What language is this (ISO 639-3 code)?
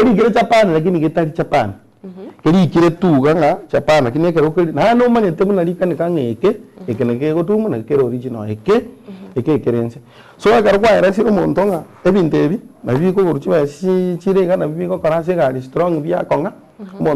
guz